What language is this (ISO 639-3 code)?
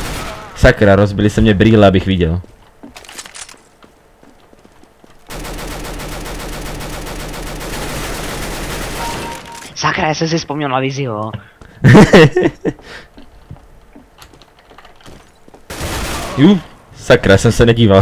ces